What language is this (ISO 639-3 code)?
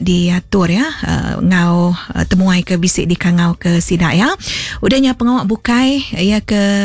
iba